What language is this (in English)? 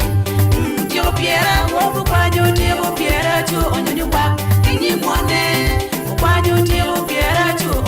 Acoli